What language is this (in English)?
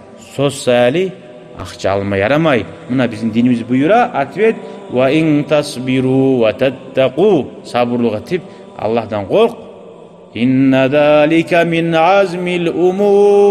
Kumyk